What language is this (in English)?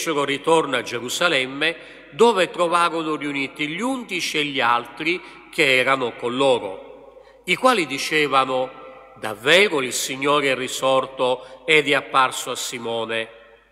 Italian